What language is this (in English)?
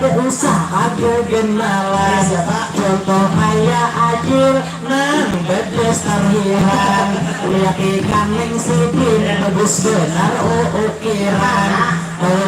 Banjar